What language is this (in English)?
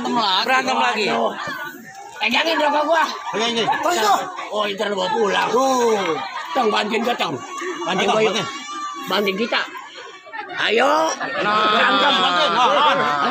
Betawi